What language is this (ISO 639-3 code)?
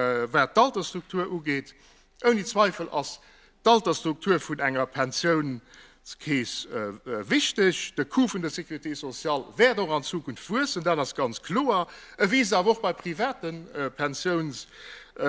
ltz